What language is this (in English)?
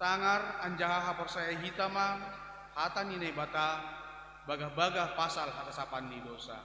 Batak Simalungun